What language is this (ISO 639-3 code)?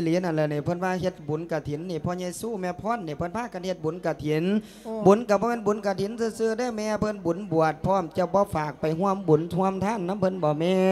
lao